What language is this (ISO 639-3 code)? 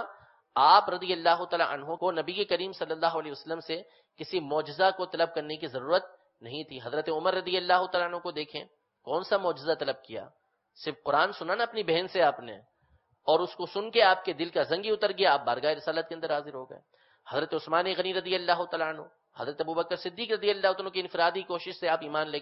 urd